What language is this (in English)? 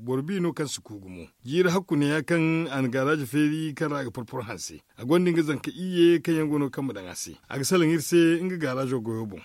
Zarma